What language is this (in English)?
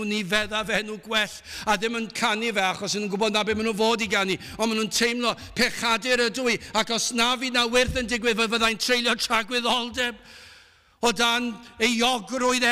Welsh